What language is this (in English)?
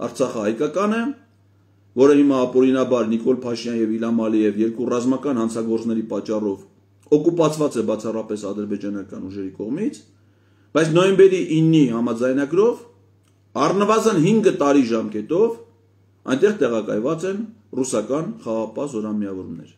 Armenian